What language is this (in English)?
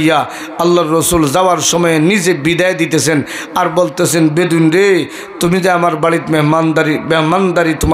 Sylheti